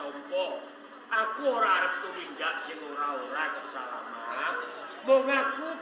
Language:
Javanese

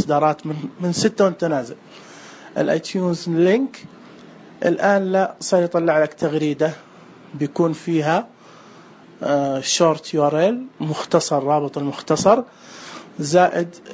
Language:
Najdi Arabic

